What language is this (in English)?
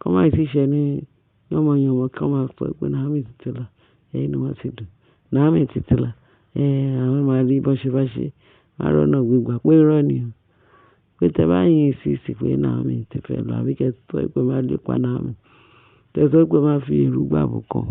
Yoruba